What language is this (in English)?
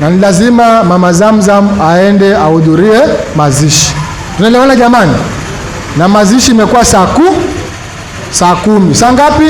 Swahili